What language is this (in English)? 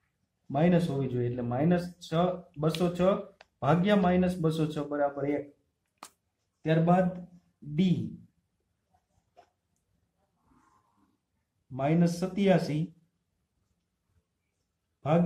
Gujarati